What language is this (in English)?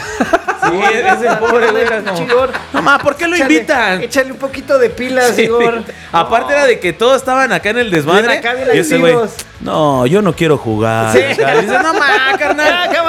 Spanish